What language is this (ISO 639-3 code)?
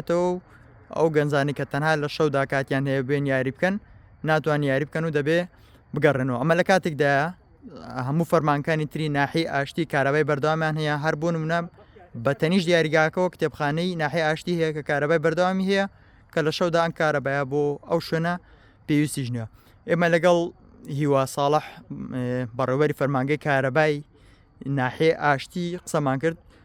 ckb